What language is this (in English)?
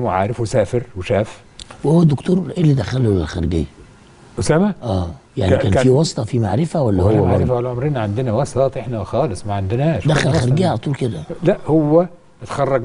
Egyptian Arabic